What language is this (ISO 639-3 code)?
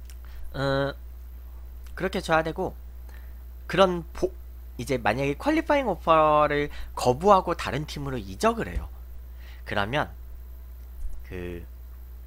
kor